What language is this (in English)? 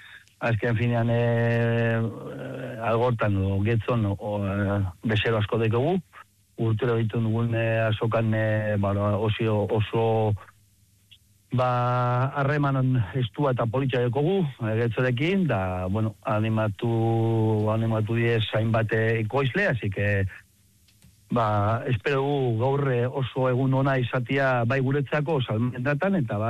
Basque